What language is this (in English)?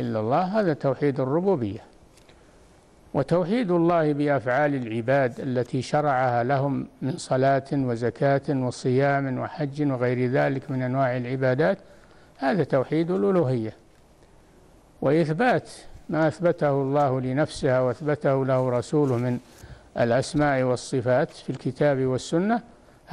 Arabic